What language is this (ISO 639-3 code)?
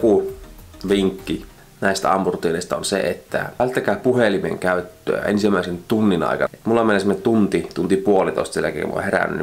fin